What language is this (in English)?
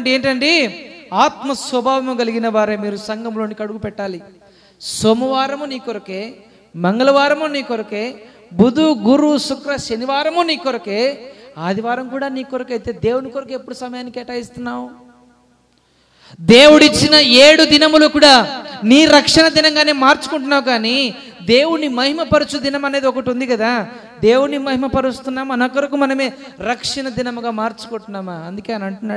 Telugu